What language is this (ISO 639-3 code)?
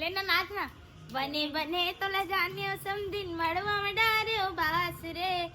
hne